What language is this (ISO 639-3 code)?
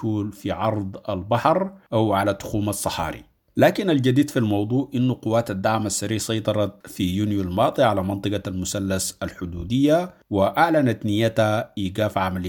apd